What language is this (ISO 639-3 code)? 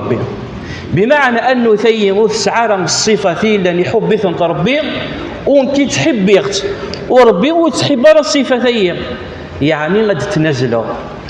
kab